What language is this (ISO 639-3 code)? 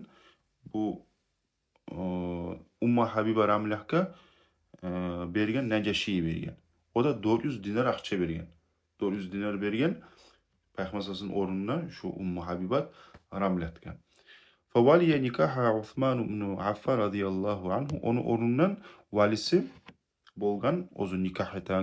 kum